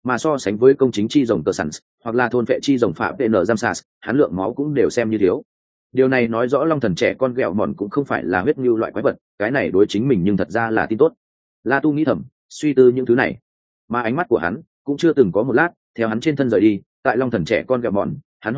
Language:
Vietnamese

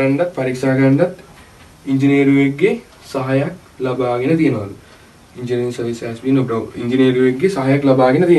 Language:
Sinhala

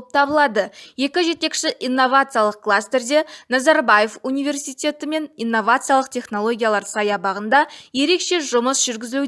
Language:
Kazakh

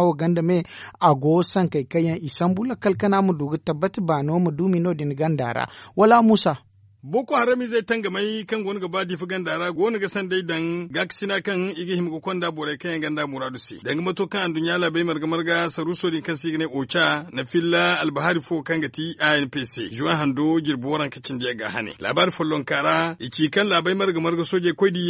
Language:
Zarma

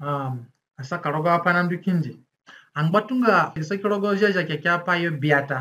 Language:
Zande (individual language)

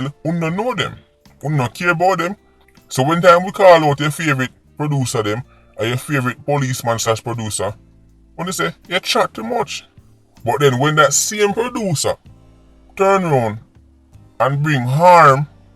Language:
Jamaican Creole English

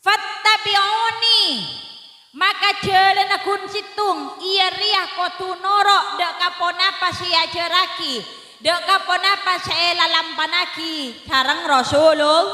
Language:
Madurese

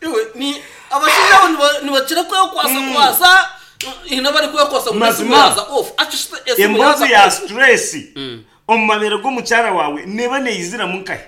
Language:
Nyankole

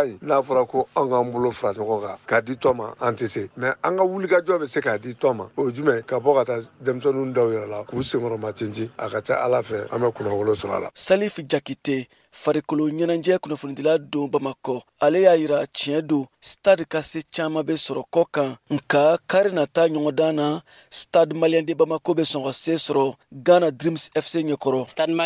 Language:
Bambara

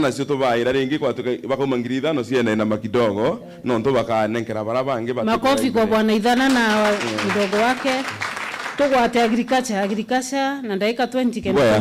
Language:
Meru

